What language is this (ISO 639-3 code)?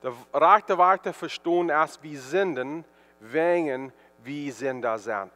pdt